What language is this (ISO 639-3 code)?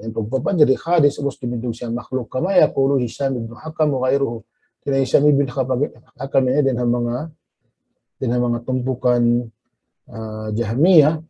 tsg